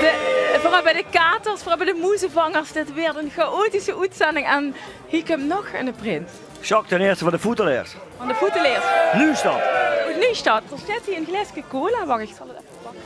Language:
Limburgish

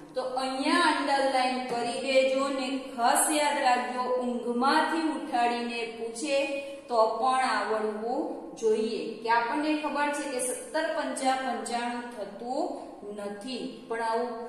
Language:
Gujarati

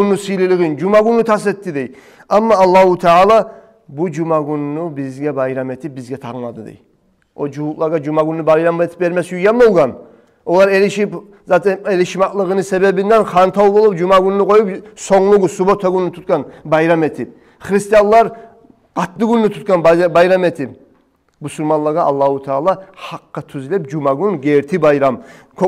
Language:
Kumyk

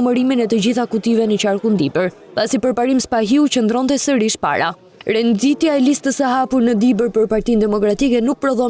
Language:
Albanian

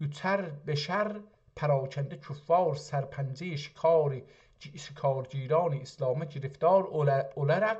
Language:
South Azerbaijani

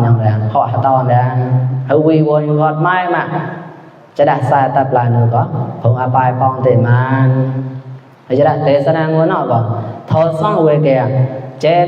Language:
Mon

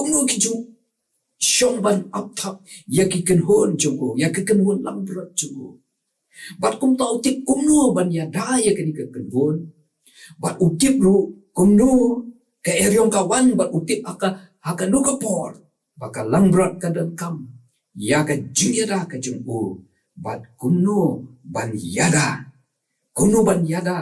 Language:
Khasi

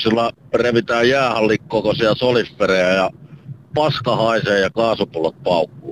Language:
Finnish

